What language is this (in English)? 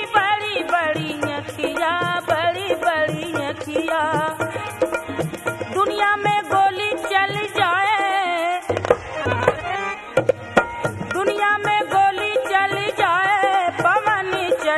Bhojpuri